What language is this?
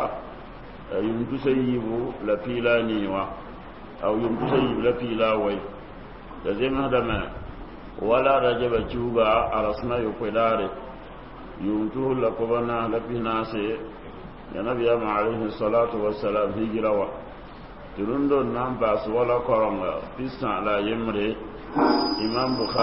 Mossi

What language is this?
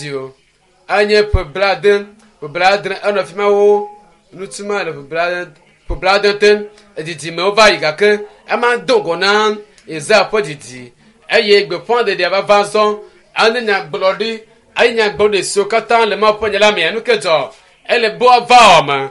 Ewe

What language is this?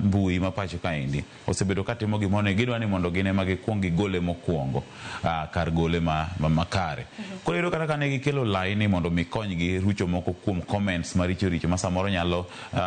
Luo (Kenya and Tanzania)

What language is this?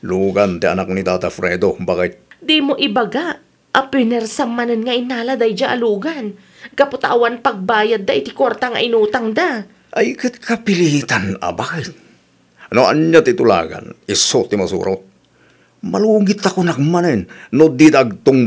Iloko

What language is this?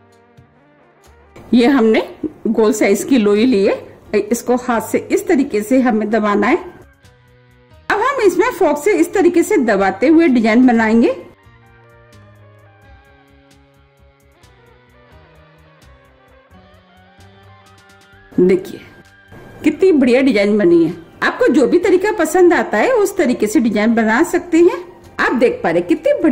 Hindi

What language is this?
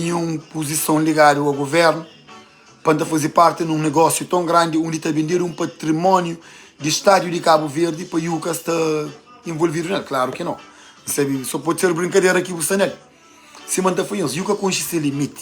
Kabuverdianu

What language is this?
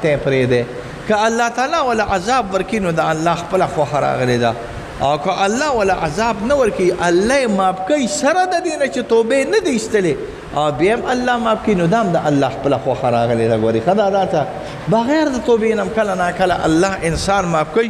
Pashto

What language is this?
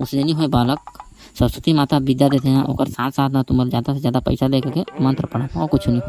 Chhattisgarhi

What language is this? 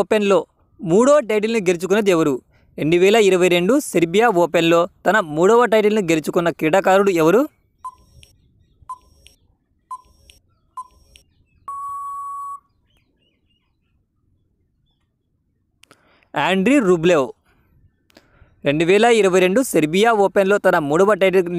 Telugu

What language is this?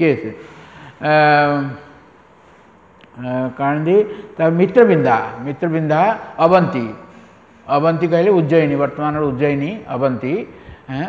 Odia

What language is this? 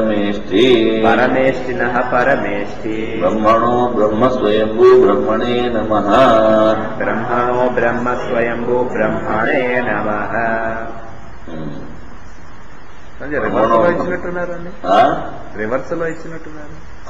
Sanskrit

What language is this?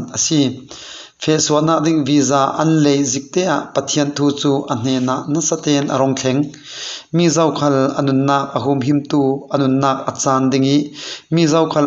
Falam Chin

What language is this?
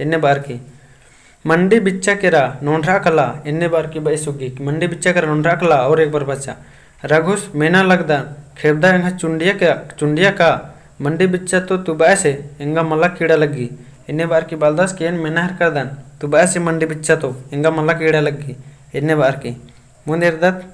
Kurukh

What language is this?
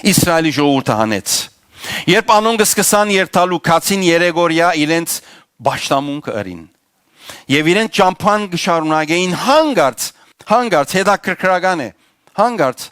Western Armenian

